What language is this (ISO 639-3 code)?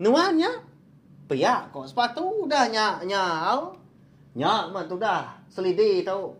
iba